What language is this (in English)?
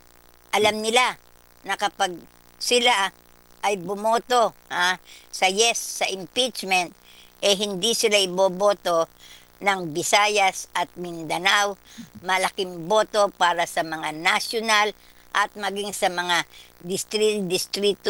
Filipino